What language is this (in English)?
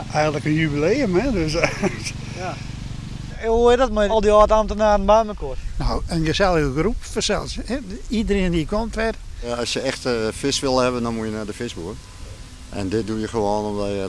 Western Frisian